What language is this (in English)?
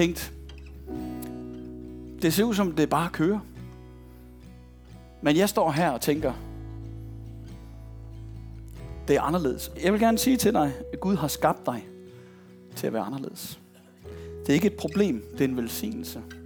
Danish